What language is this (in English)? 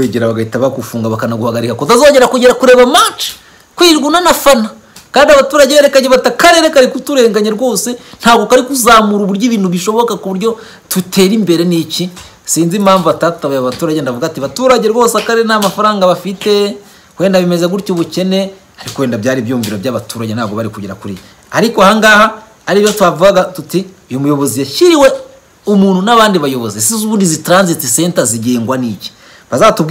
Kinyarwanda